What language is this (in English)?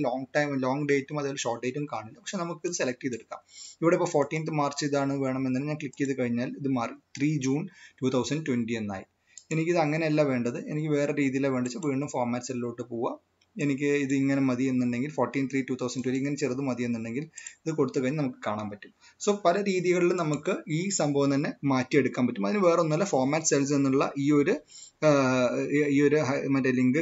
Malayalam